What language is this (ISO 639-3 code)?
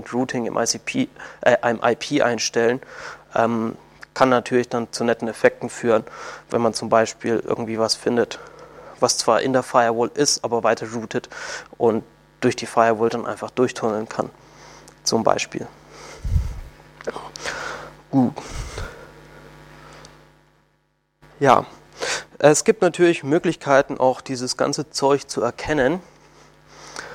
deu